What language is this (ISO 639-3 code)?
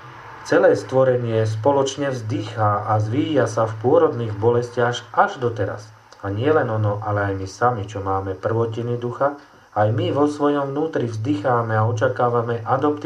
slk